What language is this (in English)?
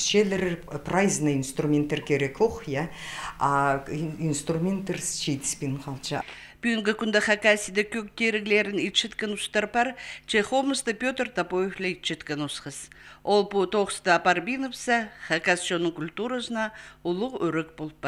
Khakas